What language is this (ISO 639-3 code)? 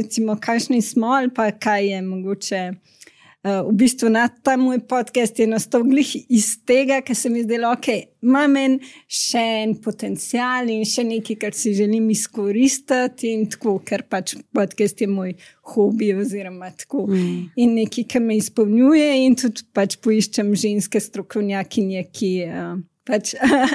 slv